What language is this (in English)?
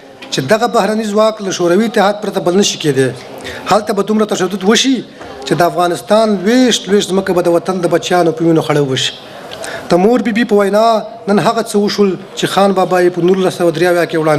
Pashto